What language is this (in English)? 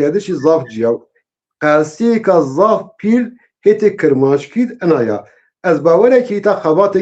Zaza